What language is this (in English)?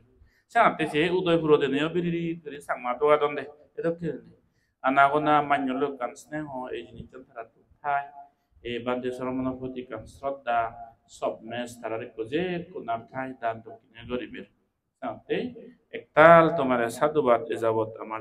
Chakma